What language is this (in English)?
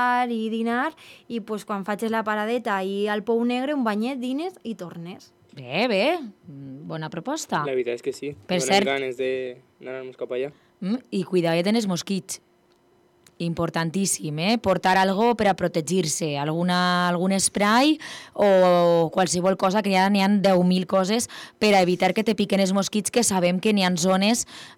Catalan